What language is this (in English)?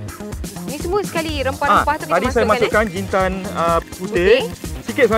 Malay